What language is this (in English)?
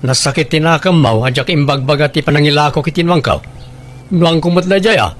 Iloko